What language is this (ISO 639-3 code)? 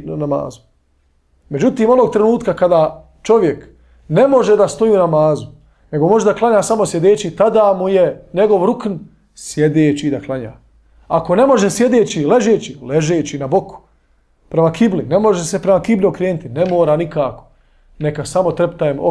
bos